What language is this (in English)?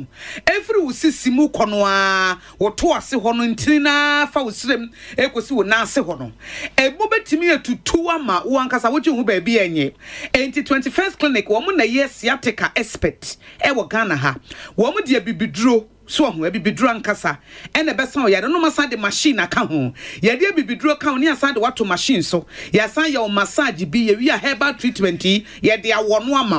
Akan